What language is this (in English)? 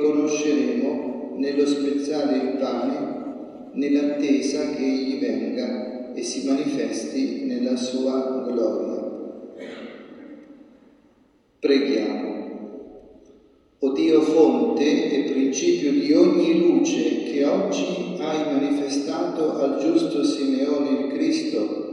Italian